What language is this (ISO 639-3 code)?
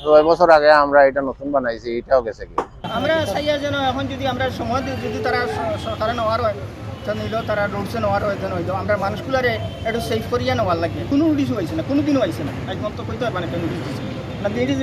syl